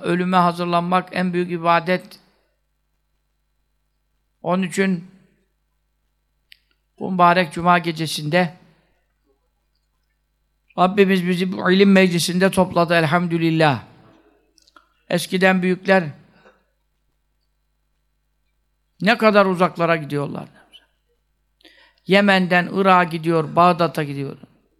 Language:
Turkish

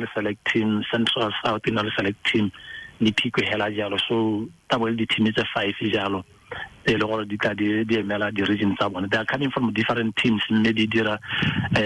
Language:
Tswana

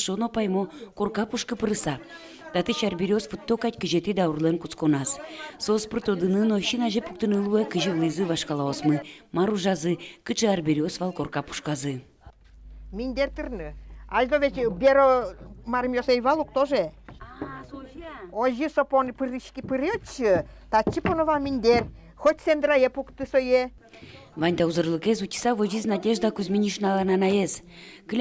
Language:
Udmurt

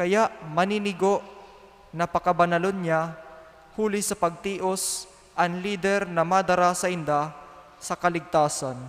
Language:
Bikol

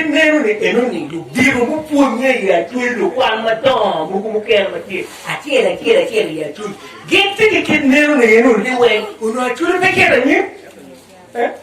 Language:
Acoli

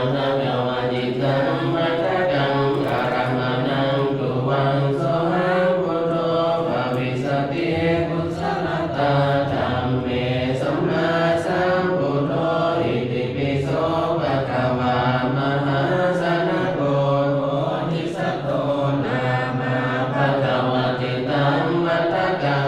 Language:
Pali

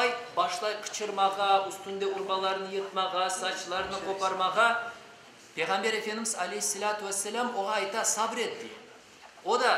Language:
Crimean Tatar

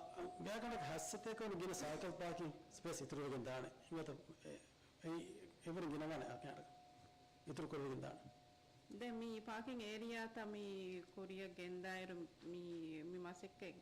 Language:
Divehi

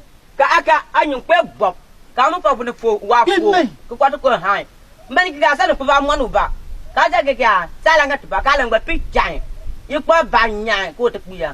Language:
Konkomba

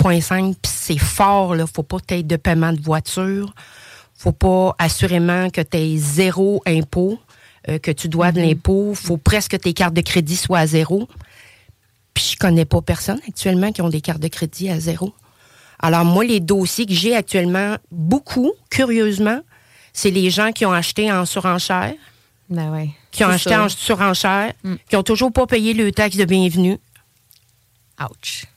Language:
French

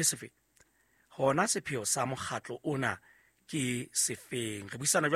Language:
Southern Sotho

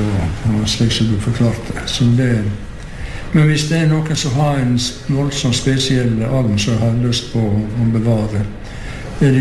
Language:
Norwegian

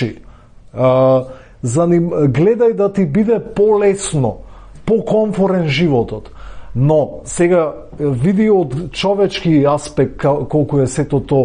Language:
Macedonian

